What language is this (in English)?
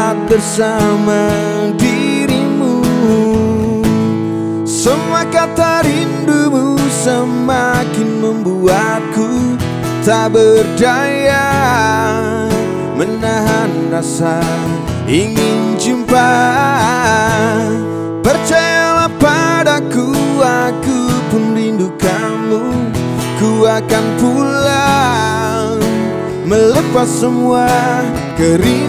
Indonesian